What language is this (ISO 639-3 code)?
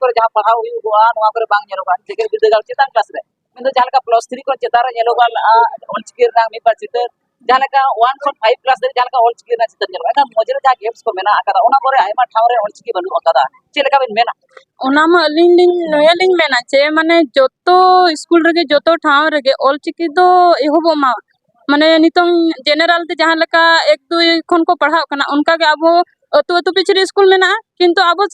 sat